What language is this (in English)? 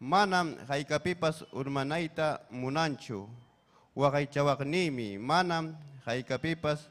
Ayacucho Quechua